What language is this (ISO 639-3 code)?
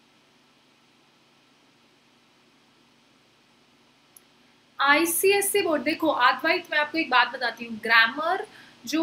hin